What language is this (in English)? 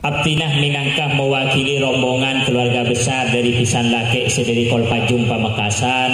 Madurese